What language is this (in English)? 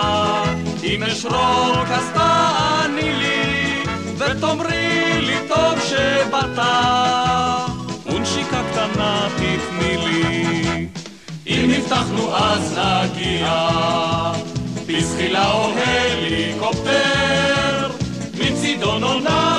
Hebrew